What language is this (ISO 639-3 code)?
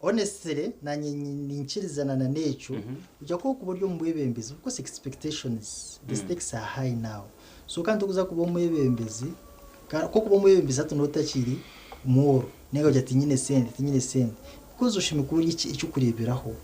nyn